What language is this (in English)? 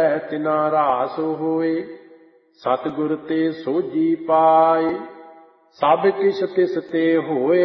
Punjabi